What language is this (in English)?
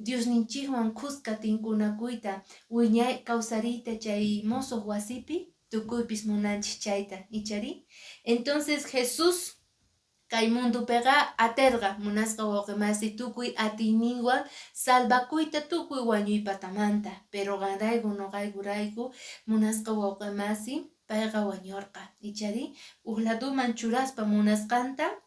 Quechua